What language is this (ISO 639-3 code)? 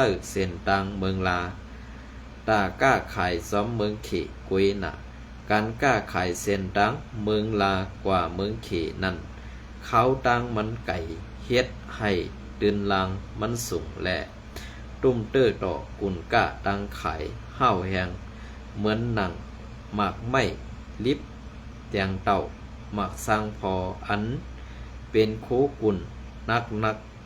shn